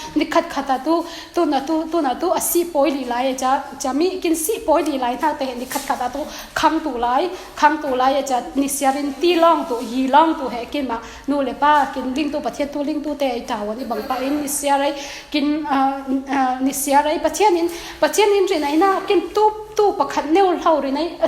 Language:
Falam Chin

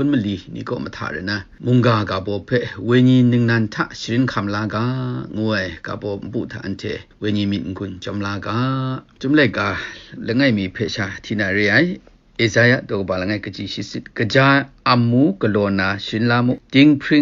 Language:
Kachin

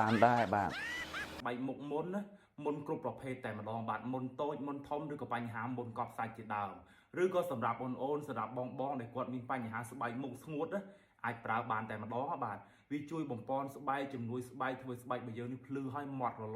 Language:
Khmer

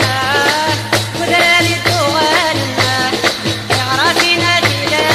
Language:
Kabyle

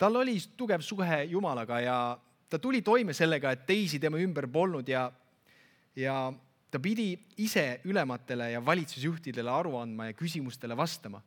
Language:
Estonian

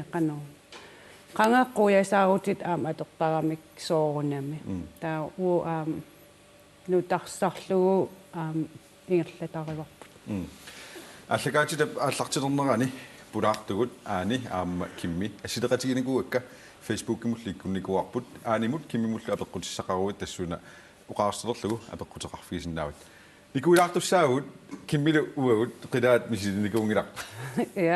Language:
Kalaallisut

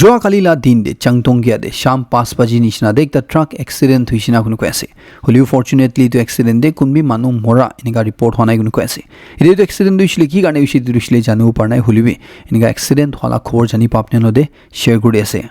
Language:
Naga Pidgin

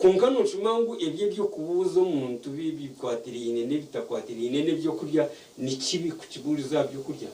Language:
Nyankole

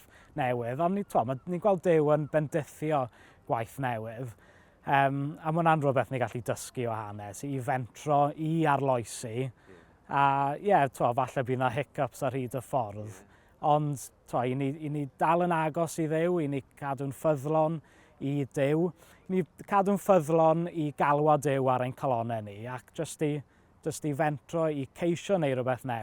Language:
Welsh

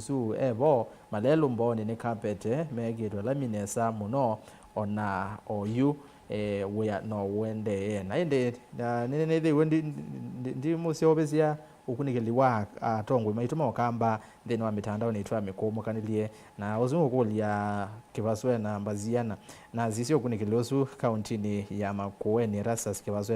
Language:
Kamba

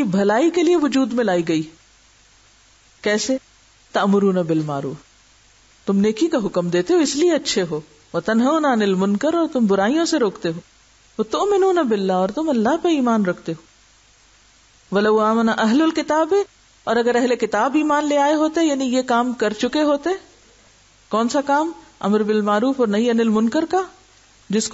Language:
Urdu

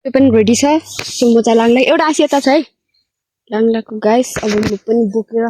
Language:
Nepali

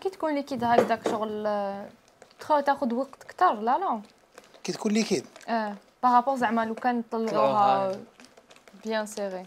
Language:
Algerian Arabic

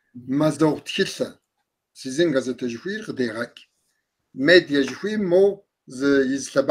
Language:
Kabardian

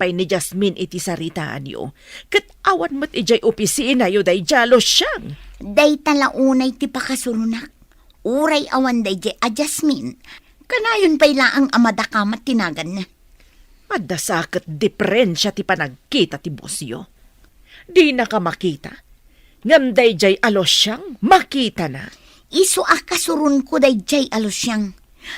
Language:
Iloko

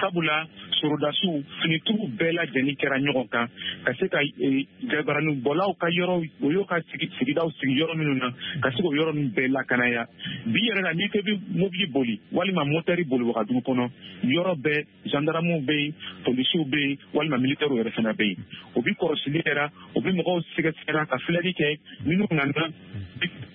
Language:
Bambara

